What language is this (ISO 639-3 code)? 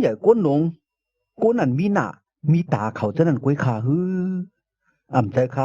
shn